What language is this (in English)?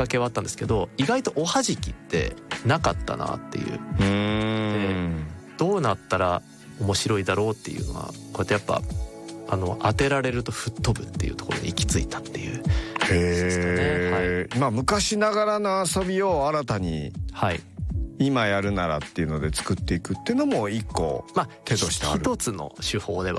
Japanese